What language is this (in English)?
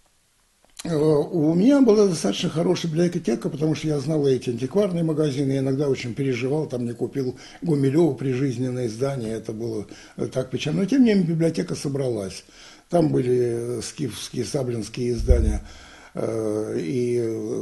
Russian